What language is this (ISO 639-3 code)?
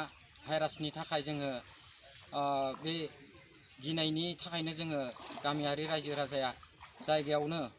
brx